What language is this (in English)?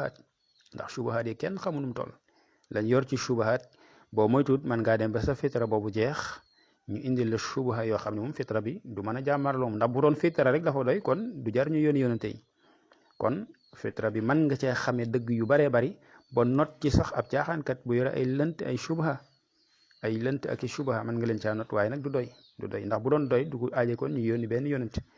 Wolof